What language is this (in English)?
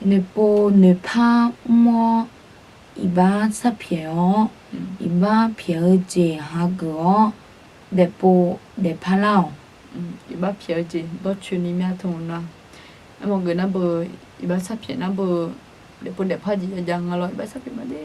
Akha